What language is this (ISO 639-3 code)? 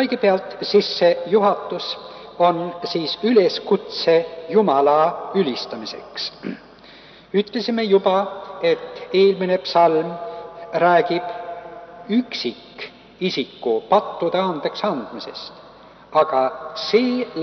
est